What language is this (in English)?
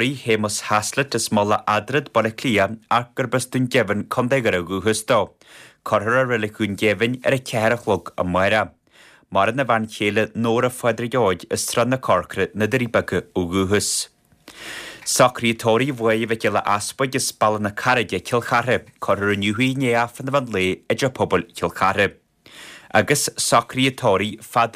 Irish